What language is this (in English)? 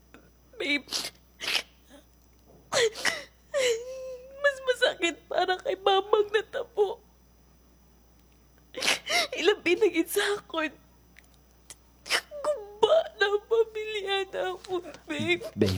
Filipino